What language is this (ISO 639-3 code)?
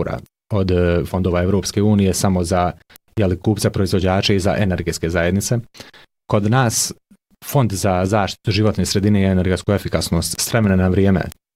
bos